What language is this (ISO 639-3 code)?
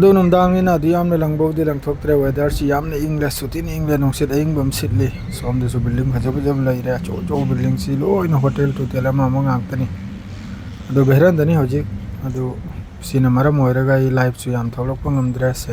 mni